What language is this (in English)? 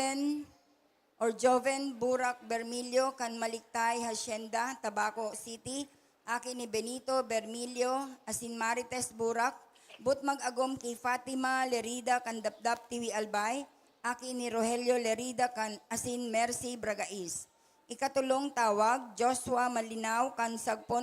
Bikol